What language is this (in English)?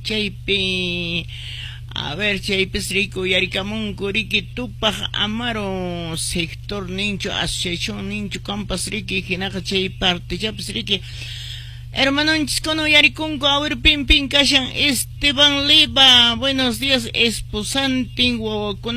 Quechua